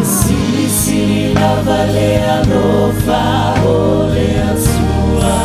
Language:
Samoan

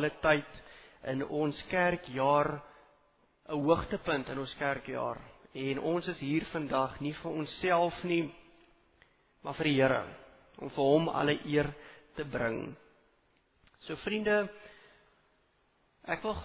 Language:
Afrikaans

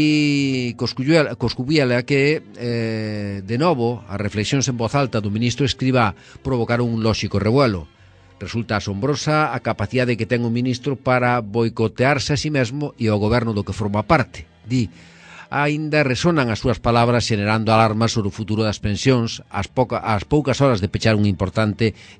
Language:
Galician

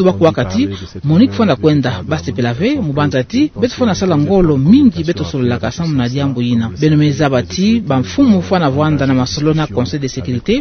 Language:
Kituba (Democratic Republic of Congo)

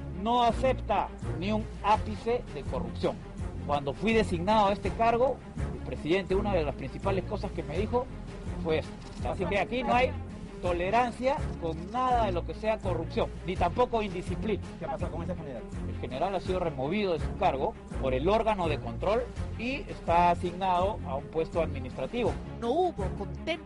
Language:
Spanish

